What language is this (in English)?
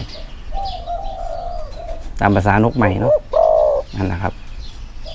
Thai